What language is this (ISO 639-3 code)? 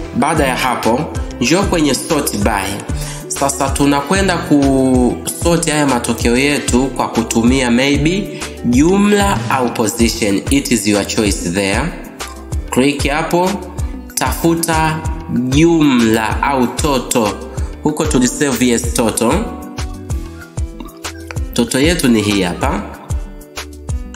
swa